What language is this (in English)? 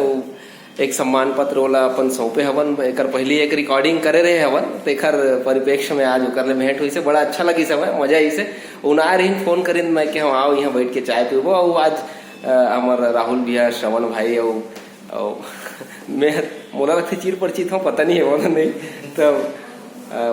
Chhattisgarhi